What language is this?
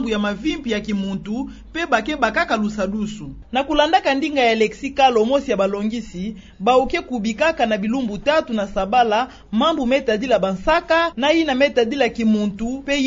Kituba (Democratic Republic of Congo)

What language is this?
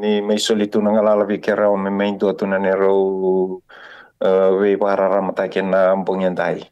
Fijian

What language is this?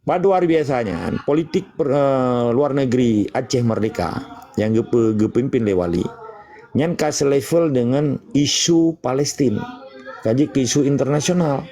Achinese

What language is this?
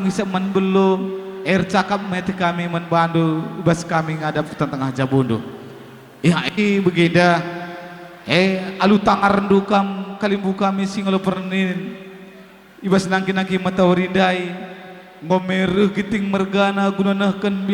Batak Karo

